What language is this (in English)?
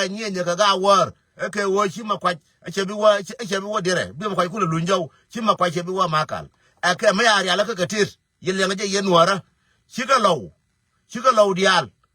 Nuer